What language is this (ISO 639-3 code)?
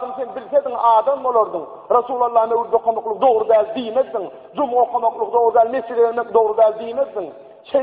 tuk